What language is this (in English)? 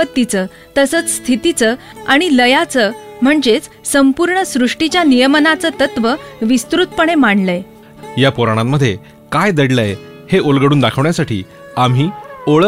Marathi